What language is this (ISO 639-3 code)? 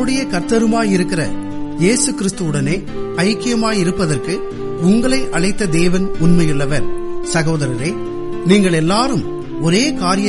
tam